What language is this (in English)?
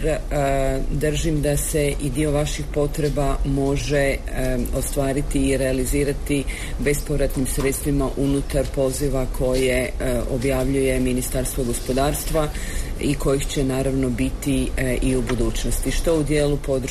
Croatian